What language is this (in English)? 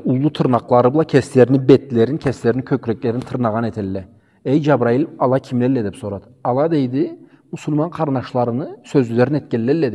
Karachay-Balkar